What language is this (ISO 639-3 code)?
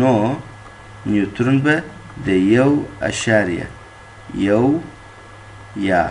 pus